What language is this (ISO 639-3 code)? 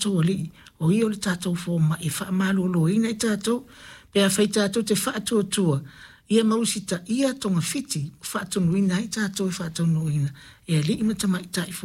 smo